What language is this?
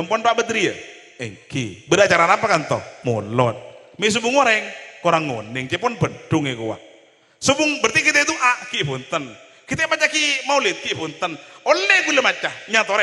Madurese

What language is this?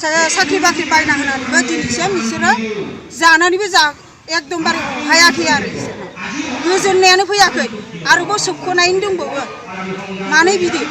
Bodo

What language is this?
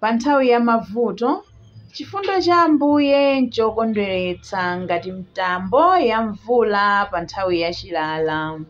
Nyanja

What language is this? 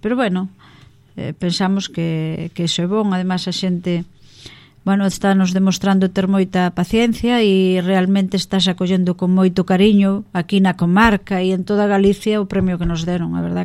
Galician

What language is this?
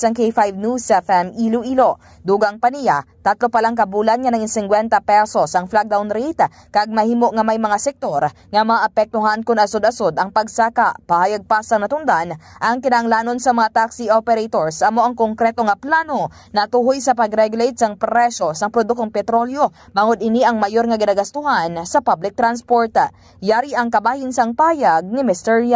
Hiligaynon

